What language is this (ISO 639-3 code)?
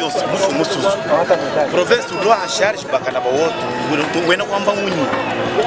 lua